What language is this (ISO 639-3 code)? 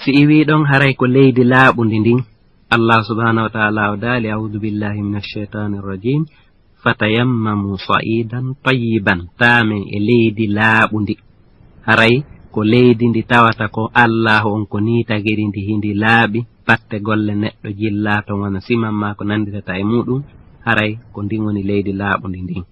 ful